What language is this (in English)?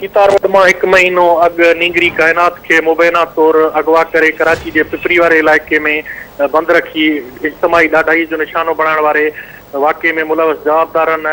Sindhi